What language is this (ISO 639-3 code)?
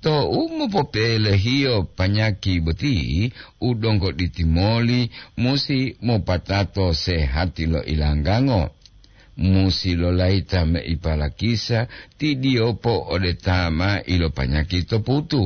gor